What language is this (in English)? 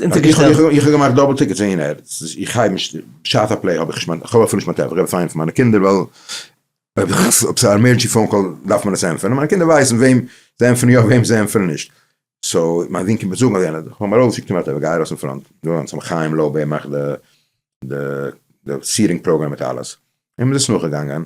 Yiddish